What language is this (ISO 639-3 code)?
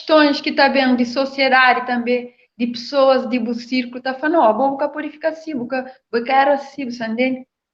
kea